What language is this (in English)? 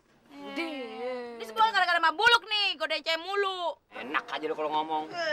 Betawi